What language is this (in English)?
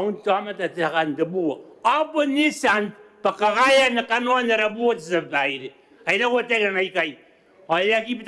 Gilbertese